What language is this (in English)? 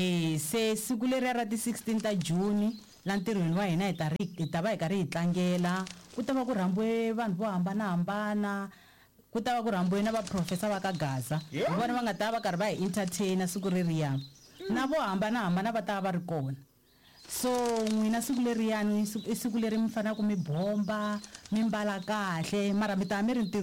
Tsonga